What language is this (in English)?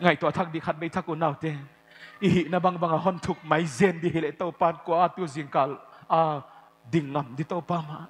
Paite Chin